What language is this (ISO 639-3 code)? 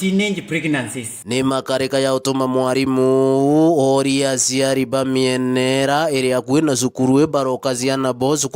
mer